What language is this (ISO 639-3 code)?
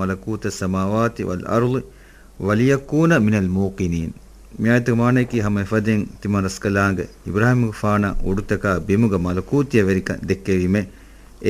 div